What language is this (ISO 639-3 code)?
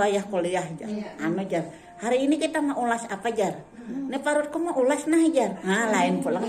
bjn